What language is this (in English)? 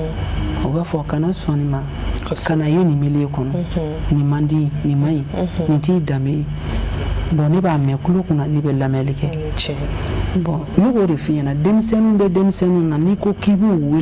Bambara